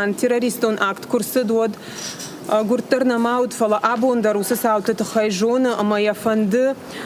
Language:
Ossetic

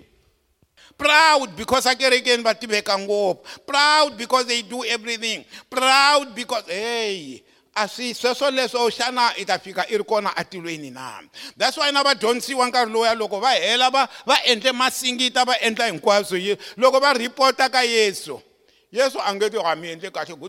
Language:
Tsonga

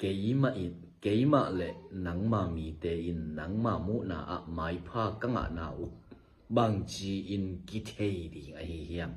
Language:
Tedim Chin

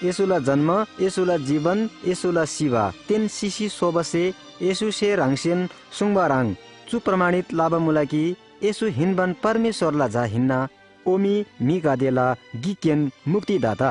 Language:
Eastern Tamang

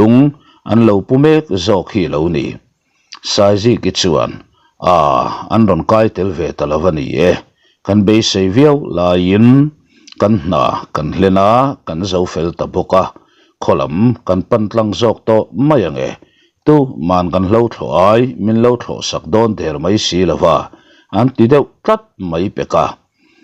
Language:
Mizo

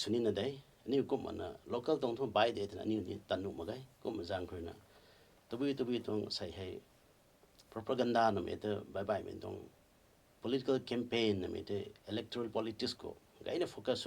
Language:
Rongmei Naga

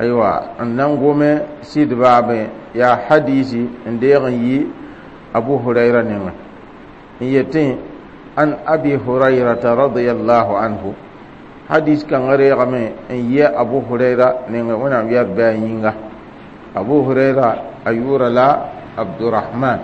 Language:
Mossi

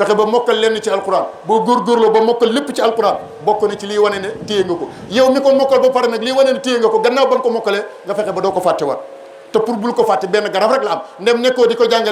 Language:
Wolof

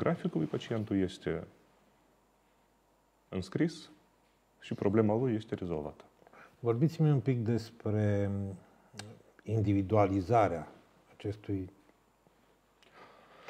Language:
Romanian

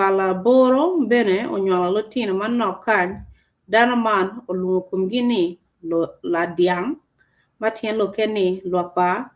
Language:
Acoli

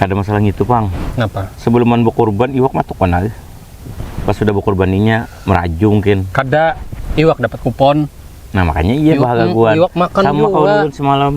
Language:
Banjar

